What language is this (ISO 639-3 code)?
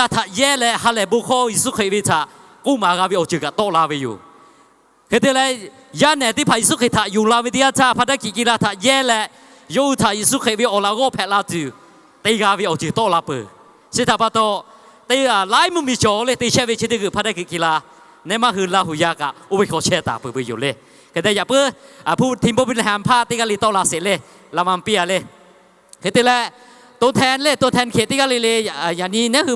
lhu